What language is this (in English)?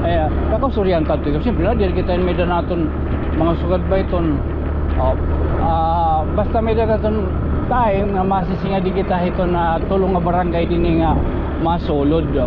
Waray